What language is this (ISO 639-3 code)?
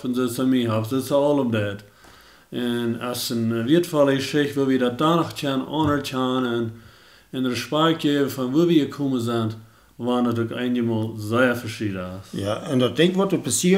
pdt